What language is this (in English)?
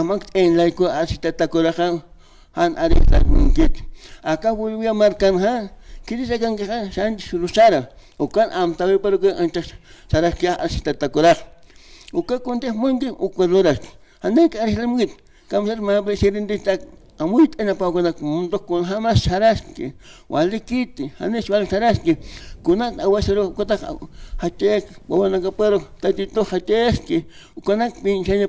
Aymara